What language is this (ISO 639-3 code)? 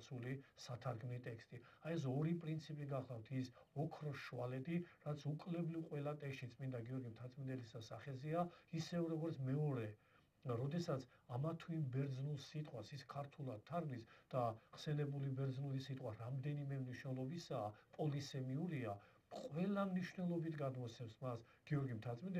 kat